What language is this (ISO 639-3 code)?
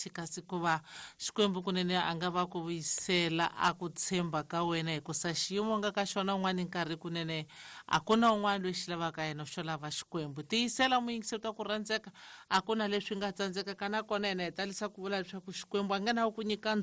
tso